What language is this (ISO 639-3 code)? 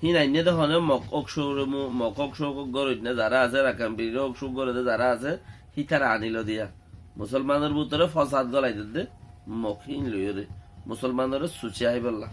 rhg